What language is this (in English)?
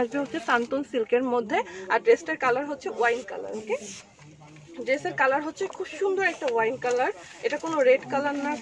Bangla